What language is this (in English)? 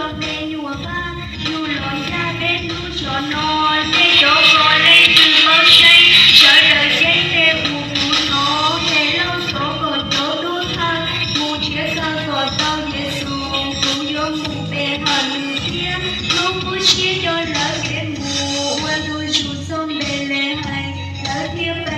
Hmong